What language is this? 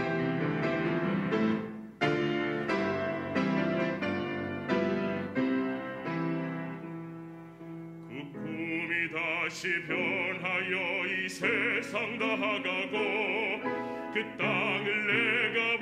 Korean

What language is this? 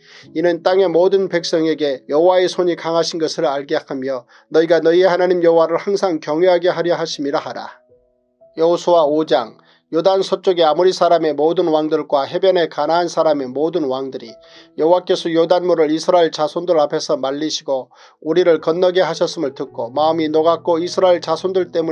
Korean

